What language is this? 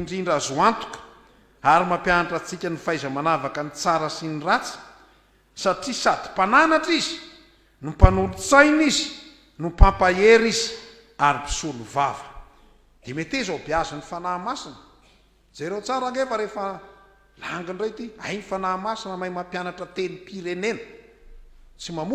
Malagasy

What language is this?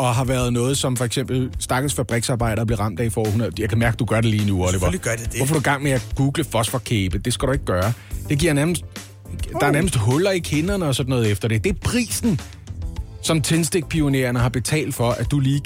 Danish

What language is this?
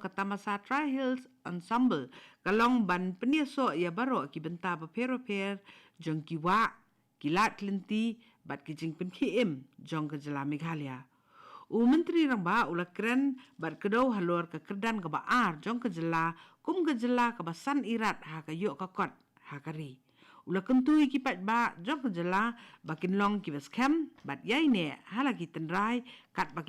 Khasi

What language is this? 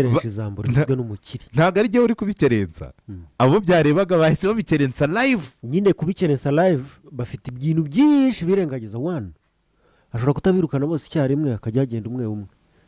Kinyarwanda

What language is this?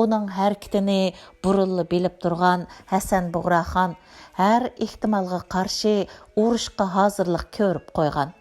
Uyghur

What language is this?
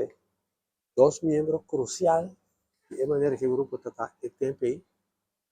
Papiamento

